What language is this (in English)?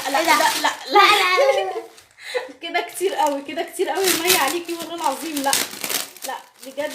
Egyptian Arabic